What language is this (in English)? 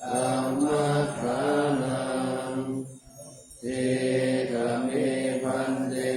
Pali